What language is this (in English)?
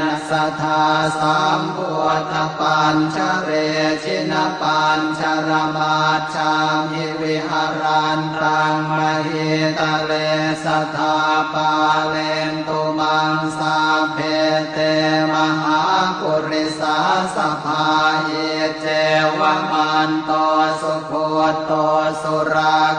Pali